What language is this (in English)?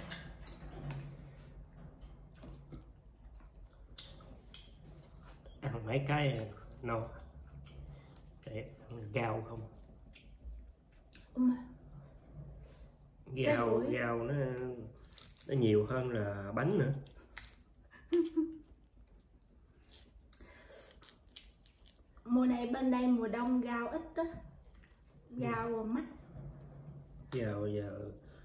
Vietnamese